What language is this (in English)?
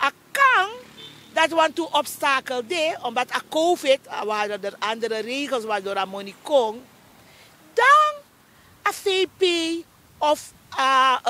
Sranan Tongo